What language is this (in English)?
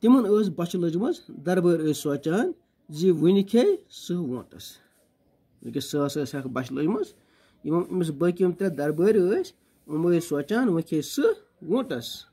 Kashmiri